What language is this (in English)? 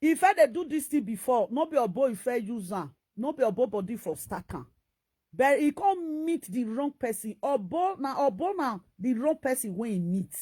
Nigerian Pidgin